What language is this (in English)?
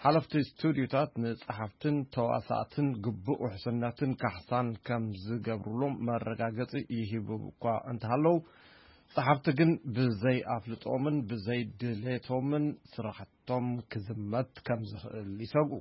Tigrinya